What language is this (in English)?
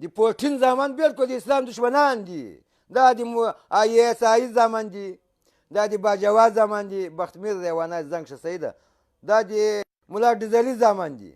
Pashto